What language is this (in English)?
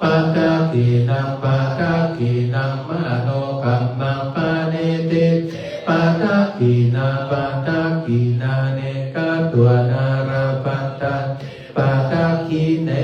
Pali